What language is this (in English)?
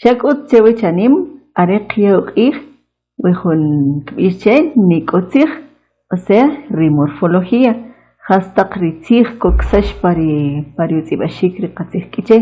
Kʼicheʼ